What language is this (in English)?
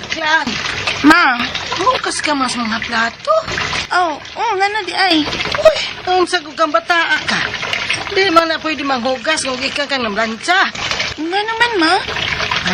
Cebuano